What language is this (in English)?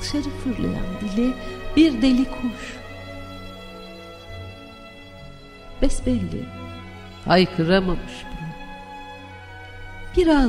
Turkish